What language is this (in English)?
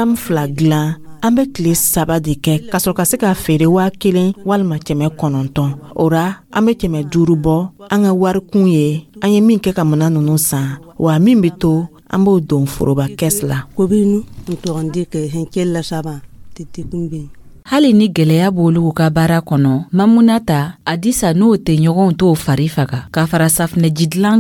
Dyula